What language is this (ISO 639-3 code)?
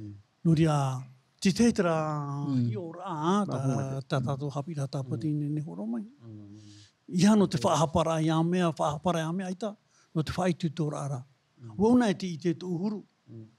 tah